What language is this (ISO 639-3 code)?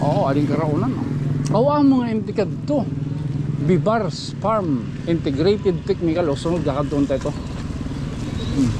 war